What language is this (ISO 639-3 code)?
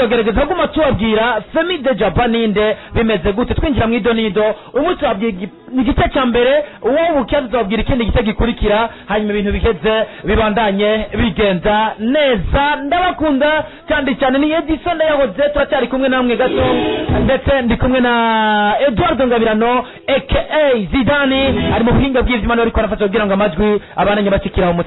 run